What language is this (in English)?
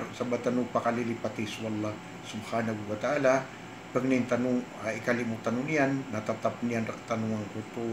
Maranao